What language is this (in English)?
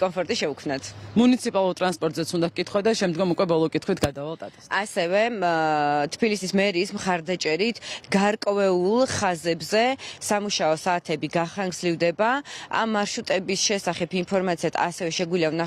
Georgian